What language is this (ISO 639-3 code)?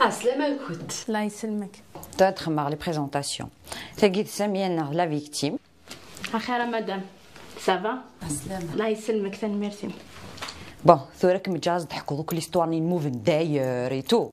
kab